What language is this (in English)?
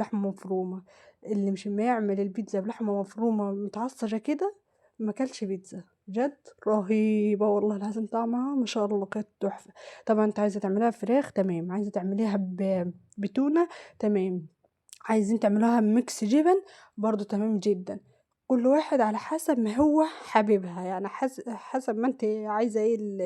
Egyptian Arabic